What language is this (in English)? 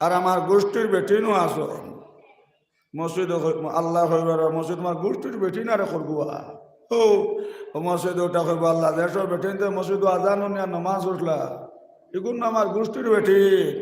Sylheti